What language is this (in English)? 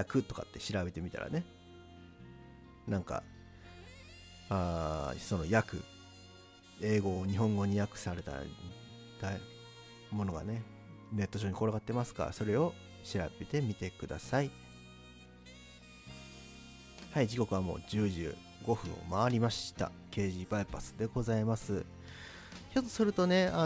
Japanese